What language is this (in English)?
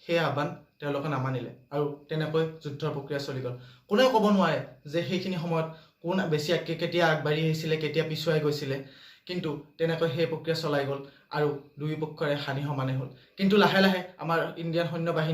Assamese